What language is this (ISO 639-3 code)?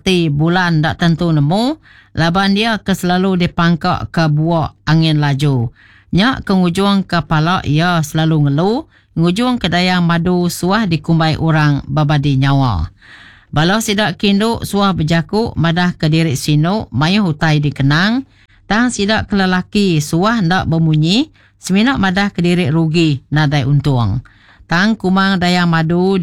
iba